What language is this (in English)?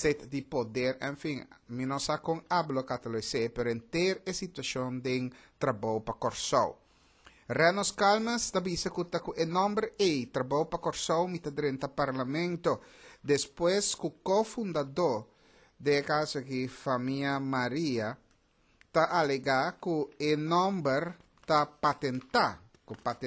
Papiamento